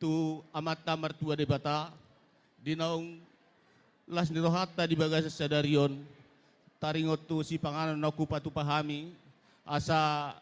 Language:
Batak Toba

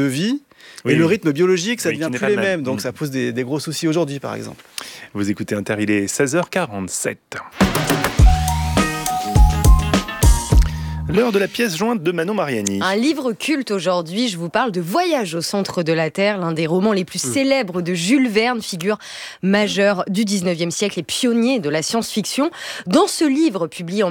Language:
French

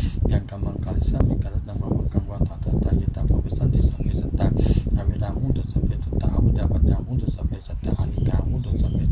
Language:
Pali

